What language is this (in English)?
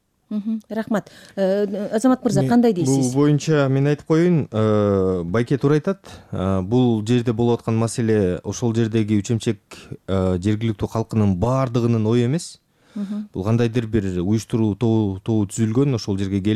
Kyrgyz